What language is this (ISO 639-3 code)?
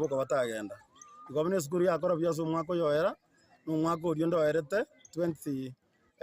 guz